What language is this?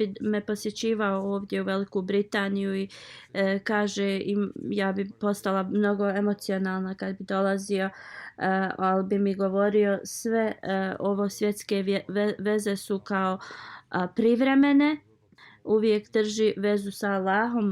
Bosnian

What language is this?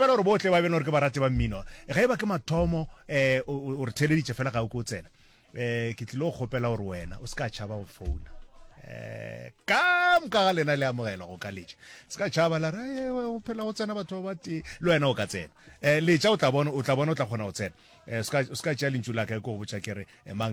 Northern Sotho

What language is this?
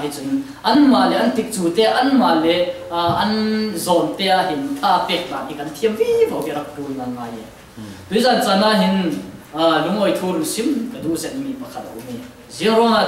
Falam Chin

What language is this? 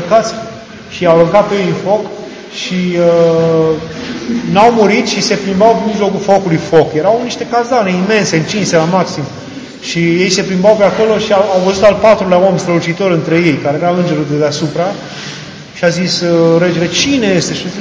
Romanian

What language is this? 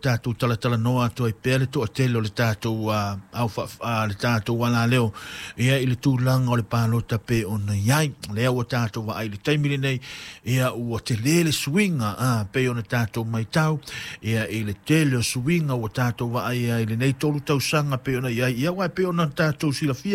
Samoan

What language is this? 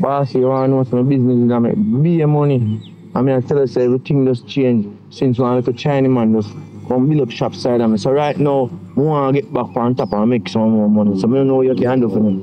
Jamaican Creole English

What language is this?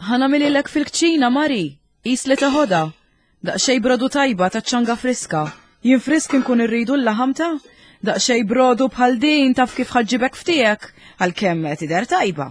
Maltese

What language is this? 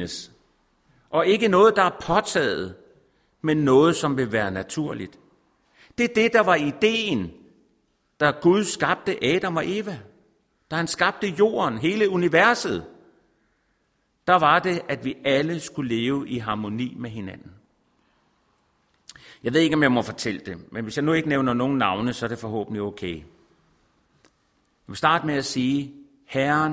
Danish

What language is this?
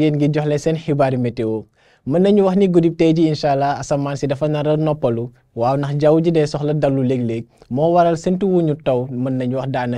Wolof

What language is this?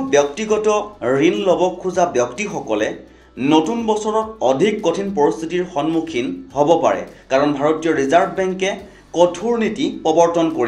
Assamese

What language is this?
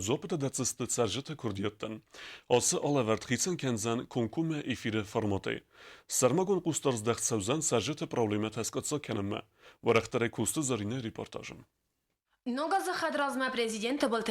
Ossetic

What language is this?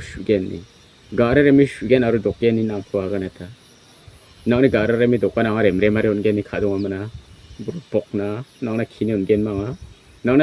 Garo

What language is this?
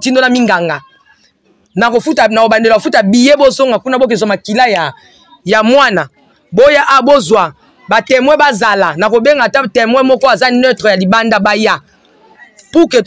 Lingala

